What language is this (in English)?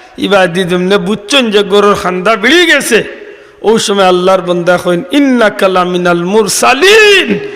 Sylheti